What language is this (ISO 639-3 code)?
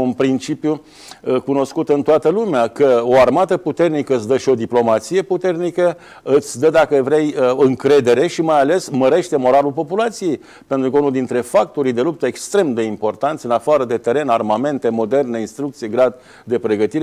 ron